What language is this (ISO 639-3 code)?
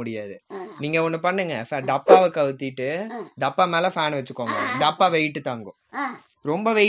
tam